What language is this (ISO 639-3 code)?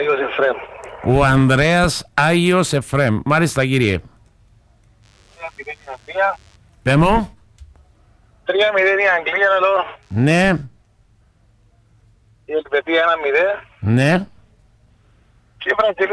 ell